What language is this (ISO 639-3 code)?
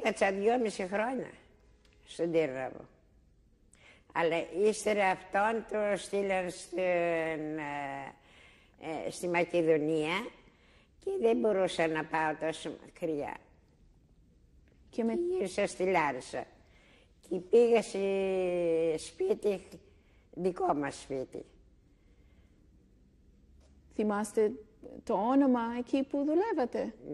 ell